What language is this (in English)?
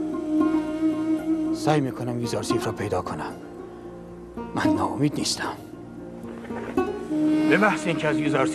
Persian